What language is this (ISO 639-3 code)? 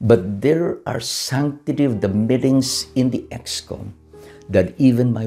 ilo